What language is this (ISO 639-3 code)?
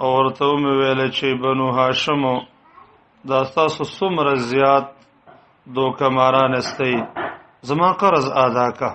pus